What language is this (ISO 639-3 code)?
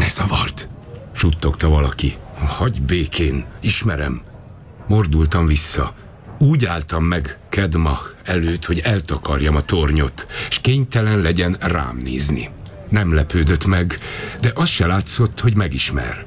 hun